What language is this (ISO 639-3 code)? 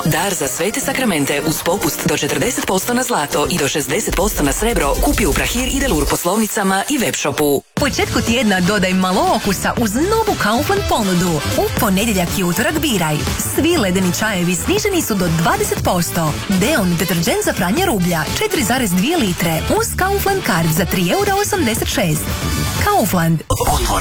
hrv